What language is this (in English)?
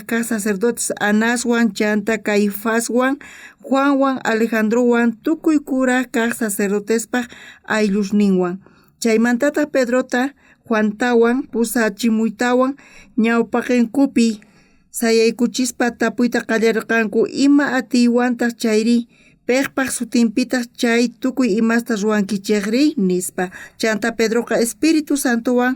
South Bolivian Quechua